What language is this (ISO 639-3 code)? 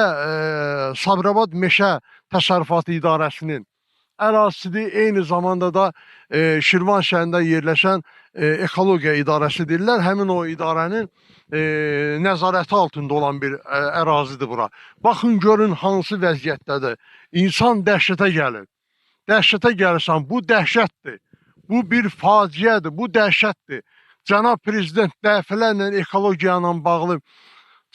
aze